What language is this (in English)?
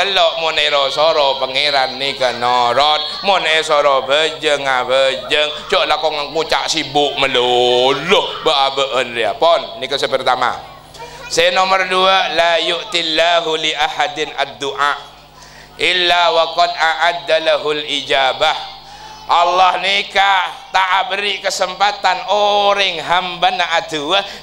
Madurese